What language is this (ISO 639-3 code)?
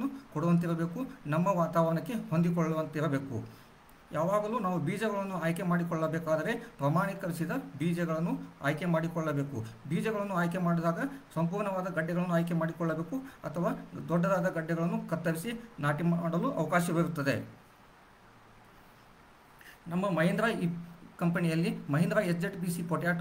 kan